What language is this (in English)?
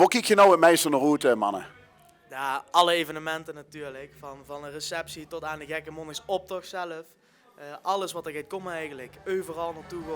Limburgish